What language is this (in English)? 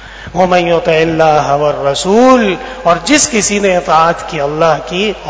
Urdu